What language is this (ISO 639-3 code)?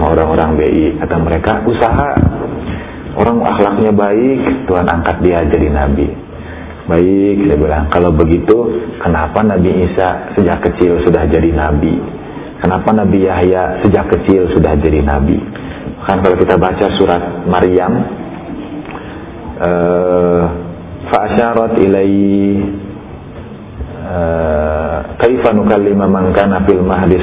ind